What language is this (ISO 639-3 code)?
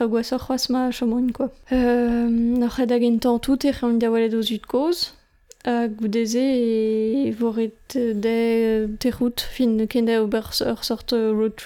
bre